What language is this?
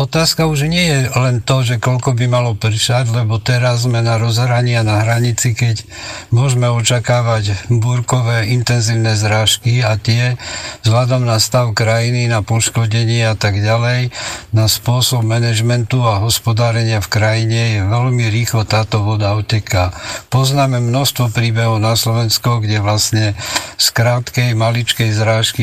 Slovak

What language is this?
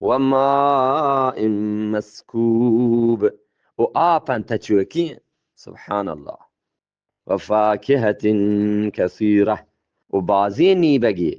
Eastern Balochi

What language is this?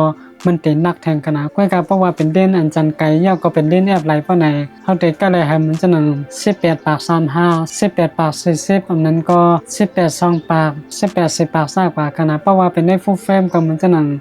Shan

